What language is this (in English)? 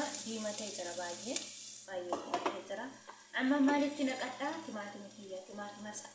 Oromo